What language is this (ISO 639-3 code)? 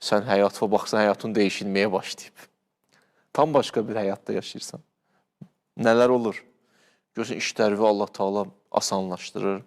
aze